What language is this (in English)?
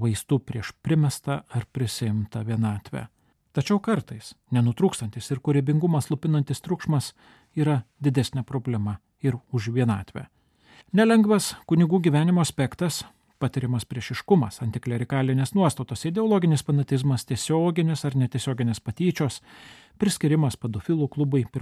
Lithuanian